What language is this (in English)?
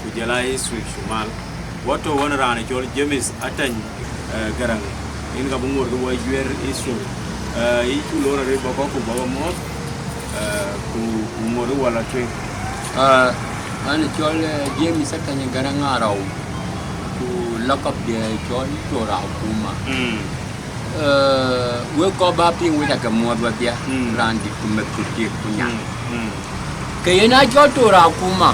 Dinka